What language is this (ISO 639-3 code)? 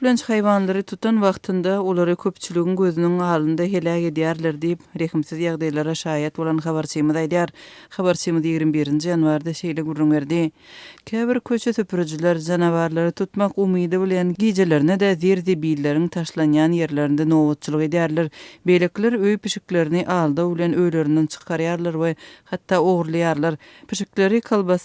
tuk